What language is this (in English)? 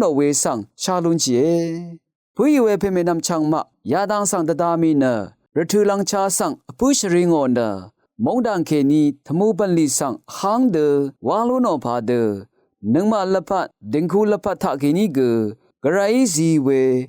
Rawang